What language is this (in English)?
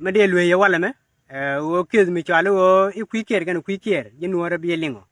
Nuer